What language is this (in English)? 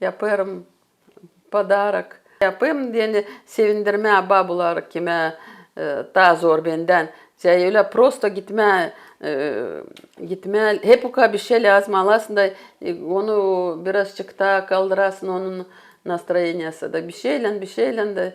Gagauz